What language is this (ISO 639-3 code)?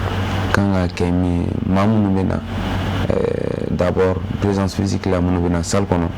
bam